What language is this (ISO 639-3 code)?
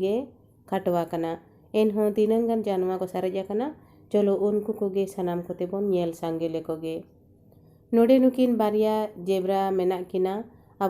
sat